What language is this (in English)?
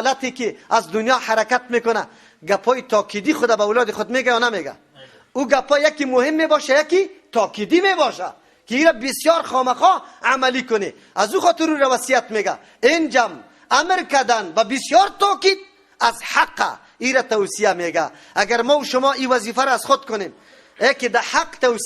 Persian